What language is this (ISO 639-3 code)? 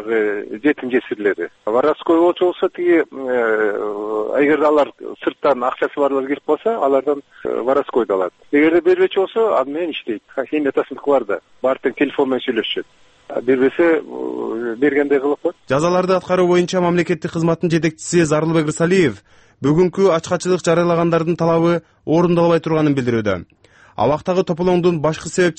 kir